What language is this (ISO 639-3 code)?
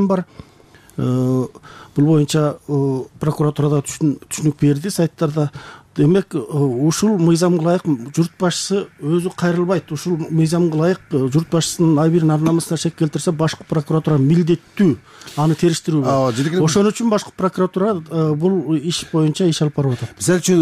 kir